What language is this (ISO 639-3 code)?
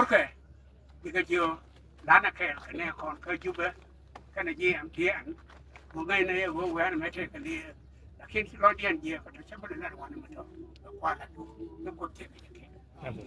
nus